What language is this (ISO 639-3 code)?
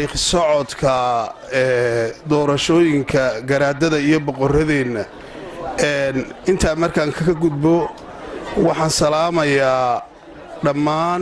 som